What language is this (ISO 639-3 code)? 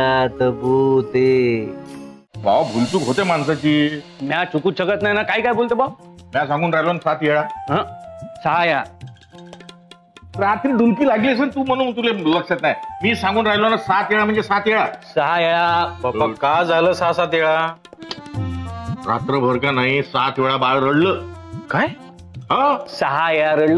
mar